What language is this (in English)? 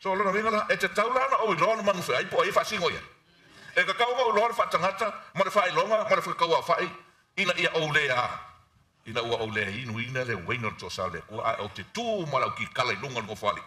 Samoan